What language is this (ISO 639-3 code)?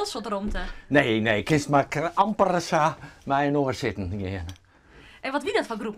fry